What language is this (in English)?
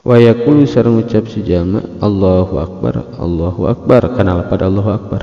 Sundanese